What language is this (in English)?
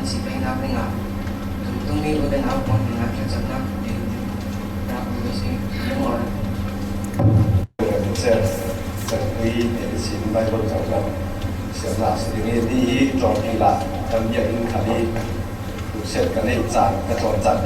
Falam Chin